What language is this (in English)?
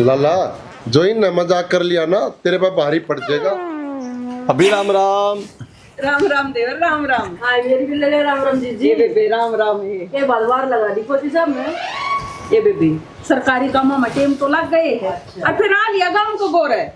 Haryanvi